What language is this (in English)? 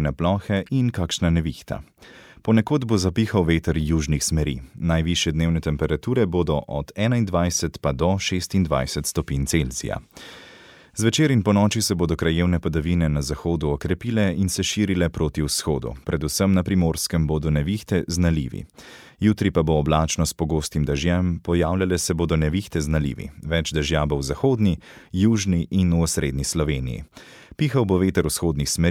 Slovenian